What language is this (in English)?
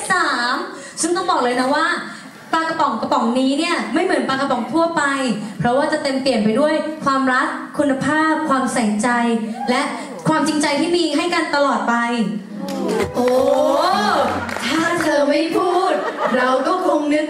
Thai